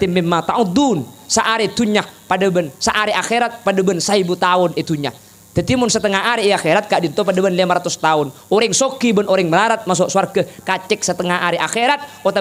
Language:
Madurese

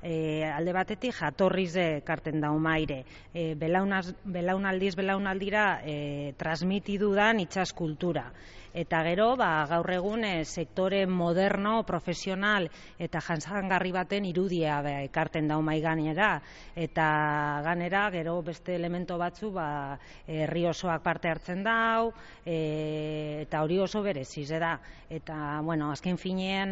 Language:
Basque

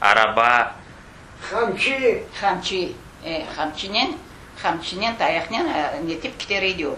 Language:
Crimean Tatar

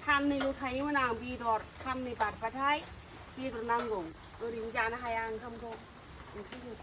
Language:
Bodo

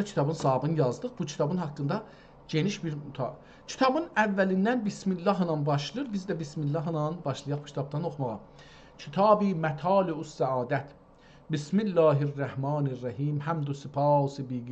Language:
South Azerbaijani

